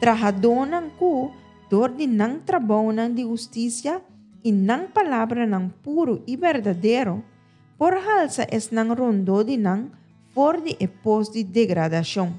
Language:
Papiamento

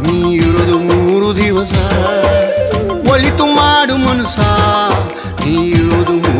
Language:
Kannada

